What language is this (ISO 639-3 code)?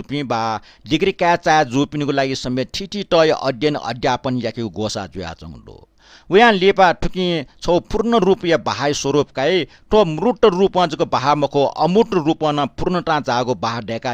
new